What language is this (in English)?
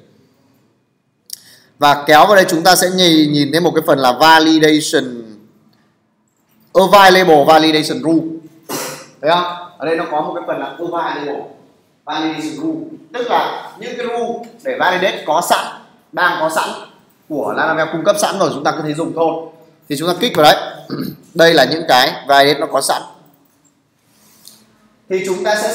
Vietnamese